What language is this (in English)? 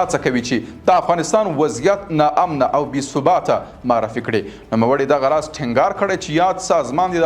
Pashto